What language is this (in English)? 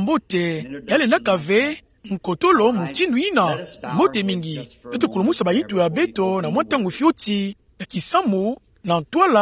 Kituba (Democratic Republic of Congo)